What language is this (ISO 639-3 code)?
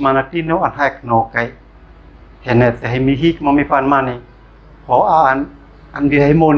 aoz